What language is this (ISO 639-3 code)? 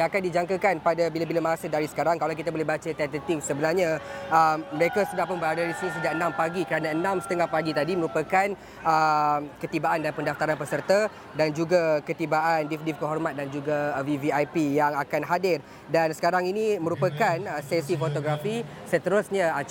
msa